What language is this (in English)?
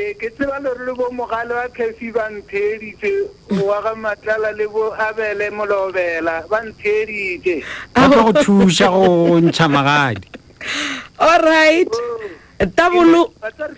Northern Sotho